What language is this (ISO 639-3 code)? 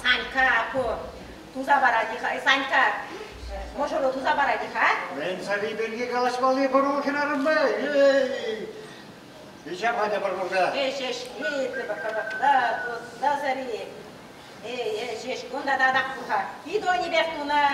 chv